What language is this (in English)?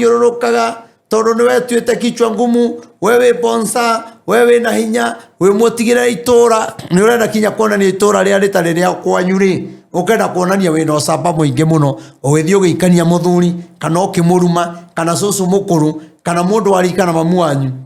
Kikuyu